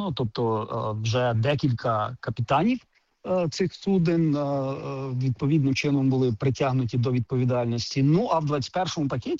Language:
Ukrainian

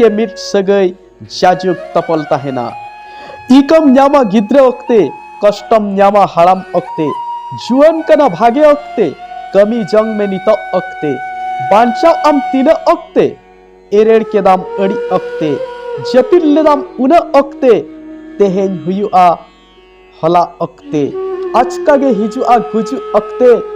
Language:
Santali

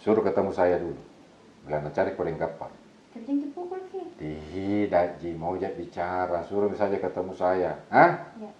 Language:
Makassar Malay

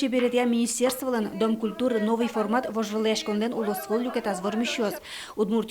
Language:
Udmurt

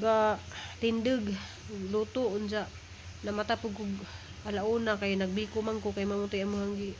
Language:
Cebuano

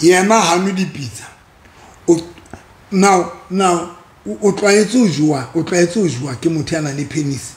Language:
Southern Sotho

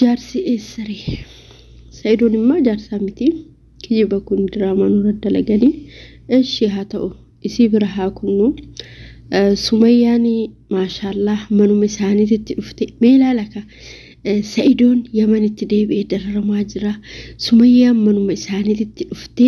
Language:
Oromo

